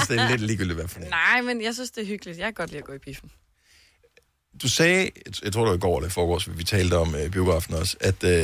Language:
Danish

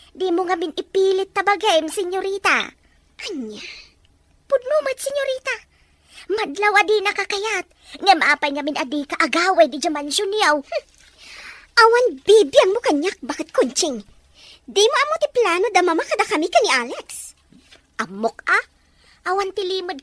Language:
Iloko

